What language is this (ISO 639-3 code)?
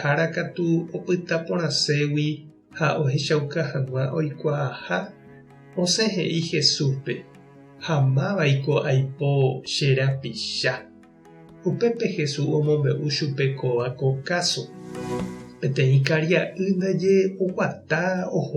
grn